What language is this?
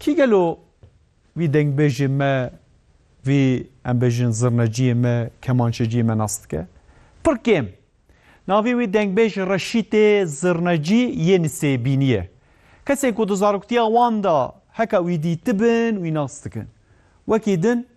Kurdish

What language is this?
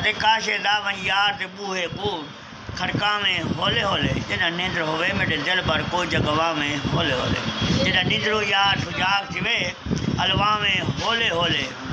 Saraiki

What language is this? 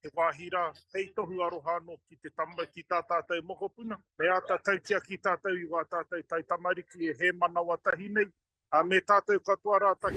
Māori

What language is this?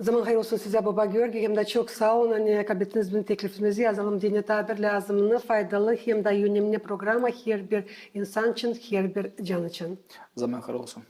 Gagauz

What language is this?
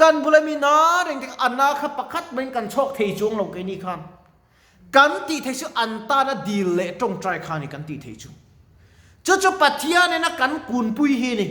Mizo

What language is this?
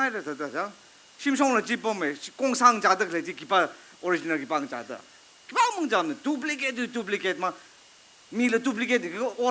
Tangkhul Naga (India)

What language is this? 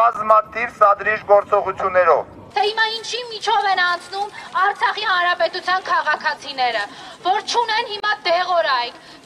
Armenian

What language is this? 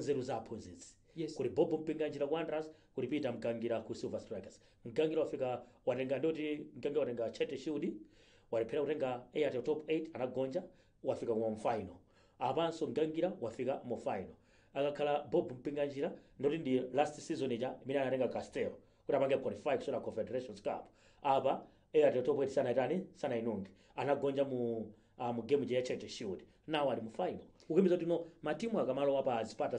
Nyanja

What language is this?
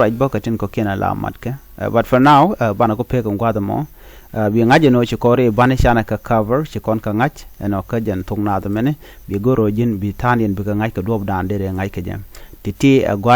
Nuer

